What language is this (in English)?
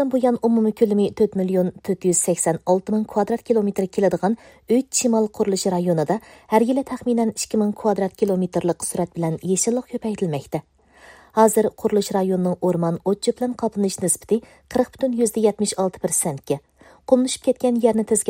Uyghur